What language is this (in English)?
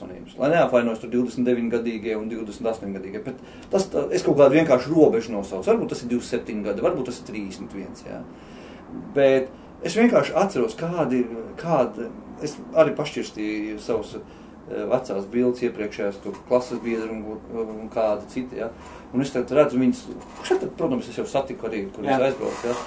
Latvian